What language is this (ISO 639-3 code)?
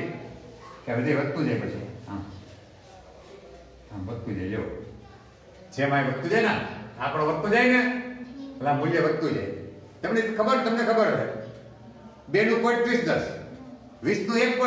guj